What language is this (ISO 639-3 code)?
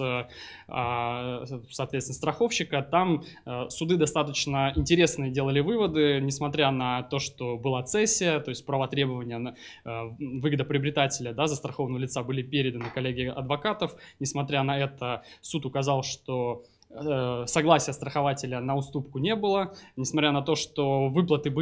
rus